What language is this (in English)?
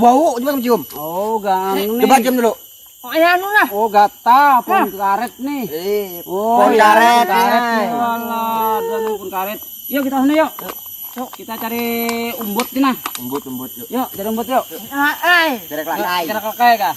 Banjar